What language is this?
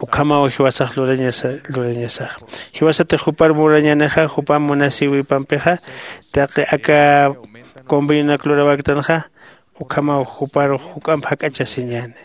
Aymara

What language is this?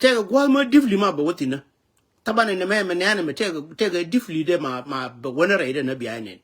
Nuer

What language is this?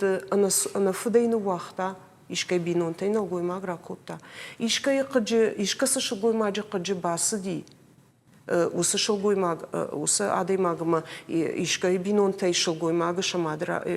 Ossetic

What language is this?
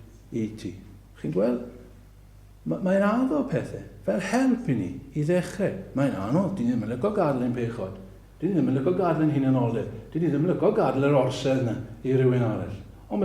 Welsh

